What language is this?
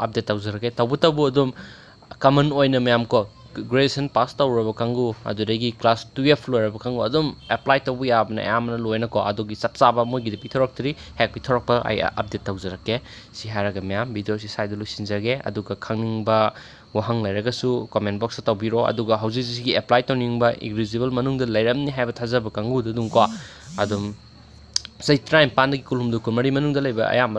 Manipuri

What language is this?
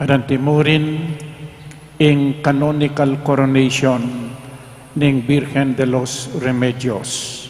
Pampanga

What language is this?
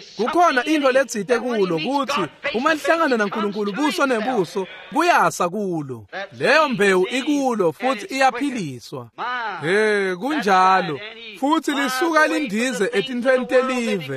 Swati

